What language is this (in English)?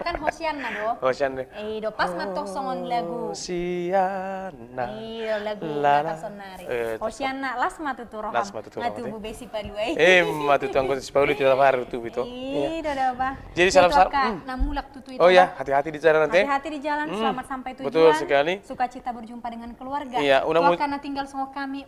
Batak Toba